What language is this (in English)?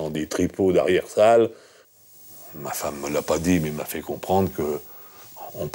French